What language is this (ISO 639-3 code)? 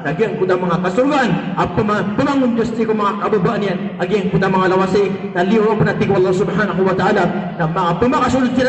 mrw